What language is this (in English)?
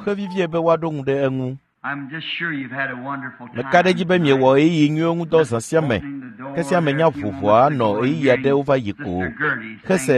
Ewe